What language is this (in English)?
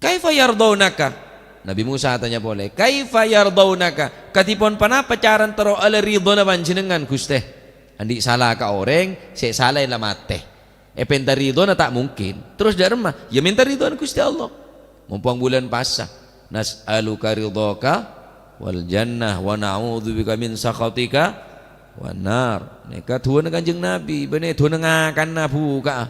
Madurese